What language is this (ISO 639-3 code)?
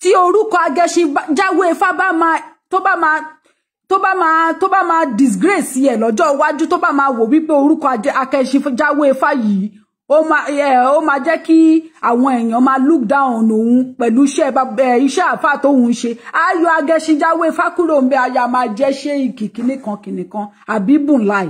yor